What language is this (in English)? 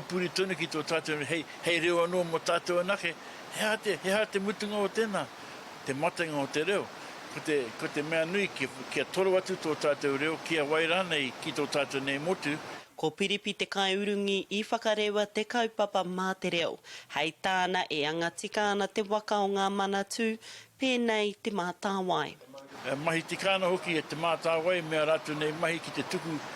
Māori